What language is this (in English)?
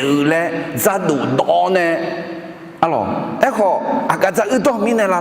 Akha